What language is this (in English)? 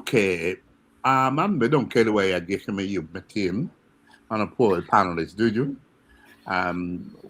Acoli